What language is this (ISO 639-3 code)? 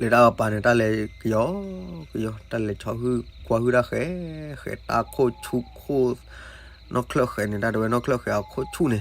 ksw